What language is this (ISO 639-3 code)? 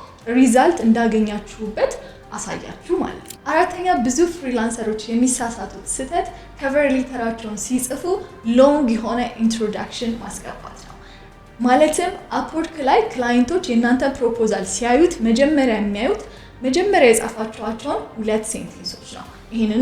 amh